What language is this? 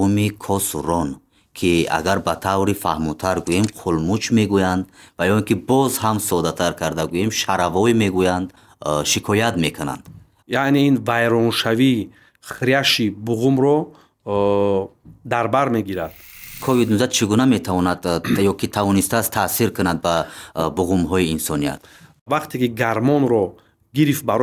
Tajik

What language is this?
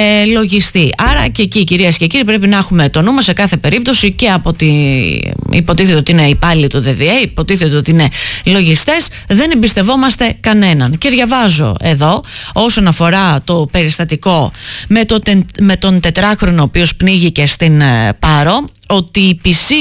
Greek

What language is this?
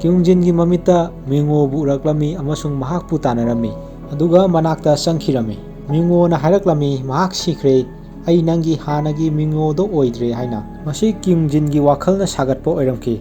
Manipuri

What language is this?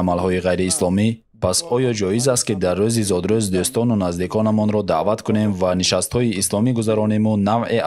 Tajik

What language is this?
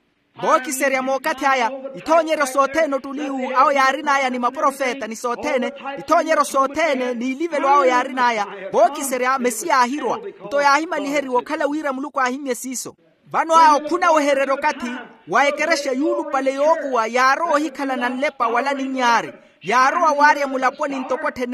Makhuwa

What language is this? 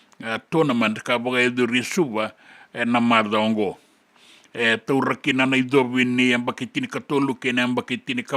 Fijian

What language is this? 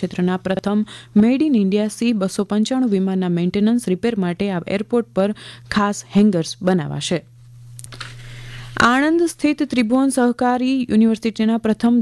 Gujarati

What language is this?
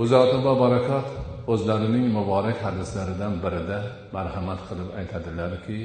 Uzbek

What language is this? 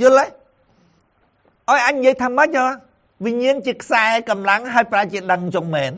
Khmer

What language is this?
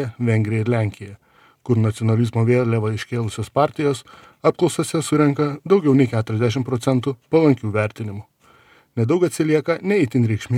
Lithuanian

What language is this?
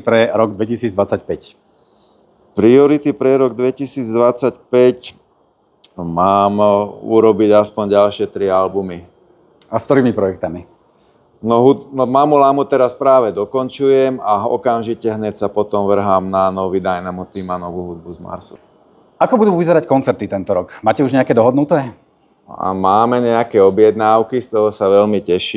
Slovak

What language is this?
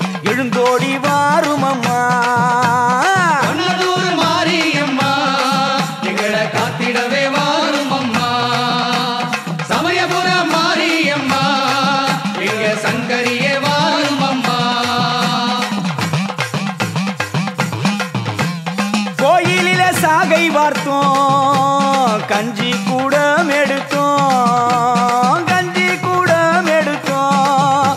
Tamil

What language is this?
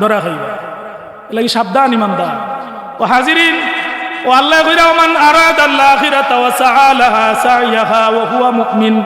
Sylheti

